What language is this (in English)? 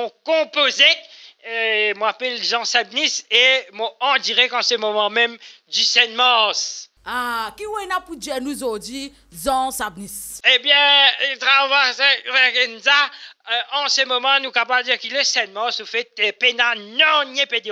Morisyen